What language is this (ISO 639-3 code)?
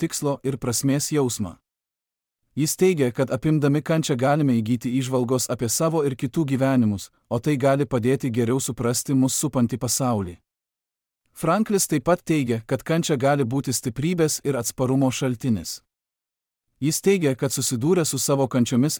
lit